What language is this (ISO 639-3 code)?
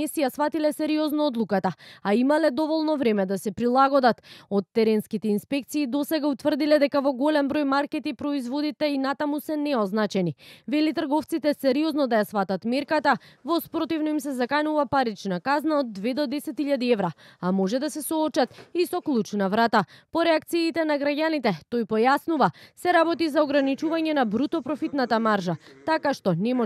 mkd